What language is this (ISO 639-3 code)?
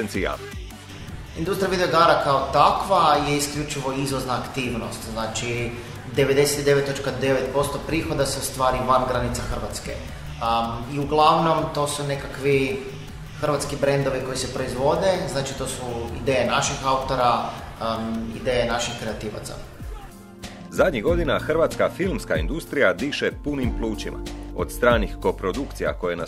hrv